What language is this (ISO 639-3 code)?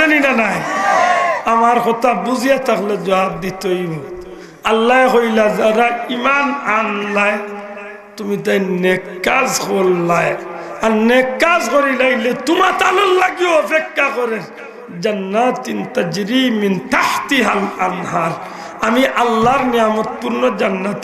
syl